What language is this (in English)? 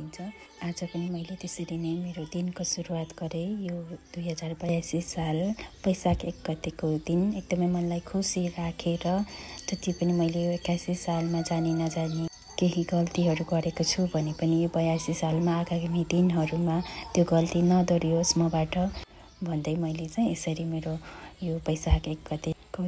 Nepali